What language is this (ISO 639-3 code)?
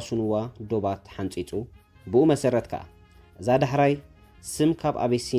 tir